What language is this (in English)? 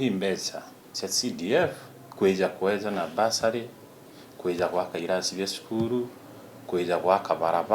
Meru